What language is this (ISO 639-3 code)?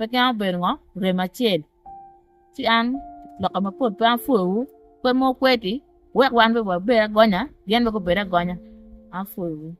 ach